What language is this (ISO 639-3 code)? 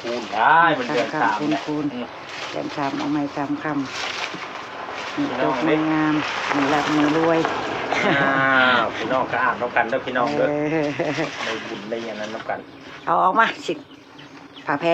tts